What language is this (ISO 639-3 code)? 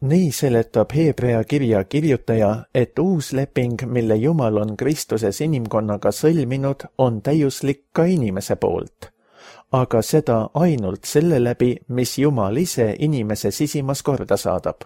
est